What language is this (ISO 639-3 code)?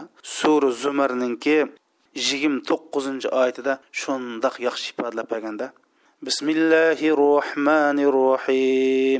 uig